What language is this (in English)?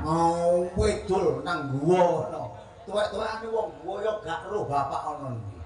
Javanese